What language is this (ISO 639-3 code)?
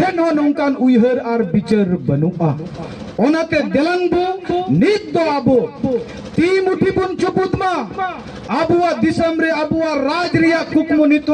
sat